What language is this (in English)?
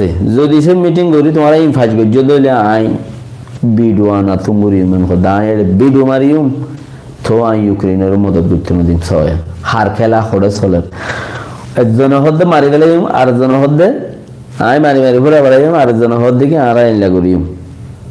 Rohingya